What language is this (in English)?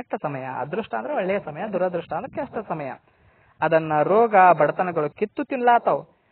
Kannada